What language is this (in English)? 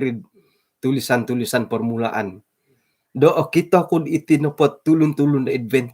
Central Dusun